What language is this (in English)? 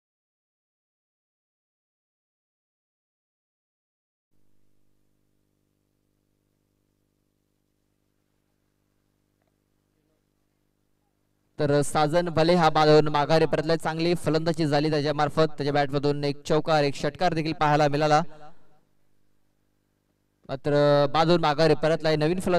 Marathi